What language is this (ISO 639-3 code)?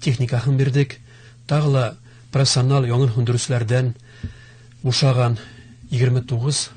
bak